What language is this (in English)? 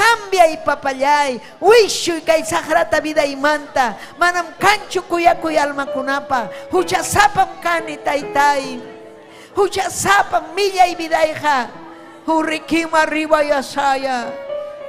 Ayacucho Quechua